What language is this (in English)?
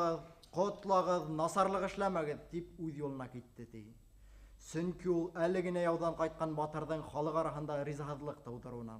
Bashkir